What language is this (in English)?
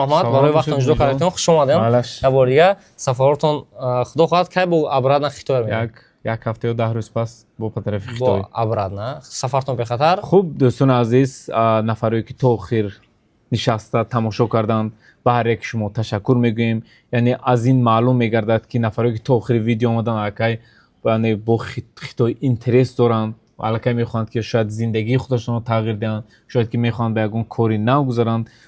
Tajik